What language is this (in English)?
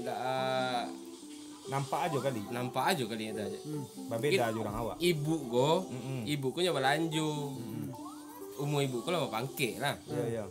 Minangkabau